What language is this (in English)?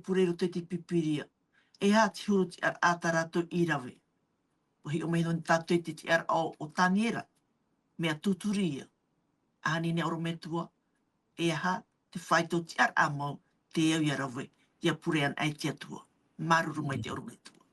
Tahitian